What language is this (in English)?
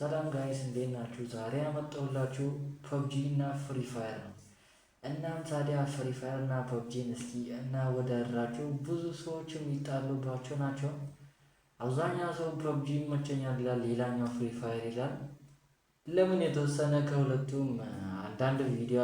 Amharic